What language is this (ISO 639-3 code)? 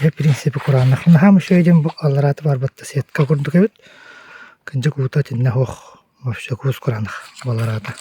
sah